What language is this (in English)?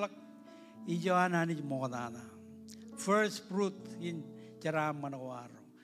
Marshallese